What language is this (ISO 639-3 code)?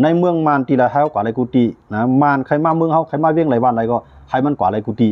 shn